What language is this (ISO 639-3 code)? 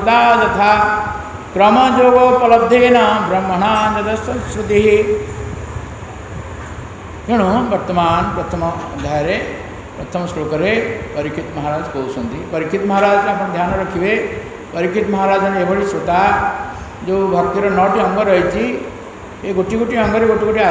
ori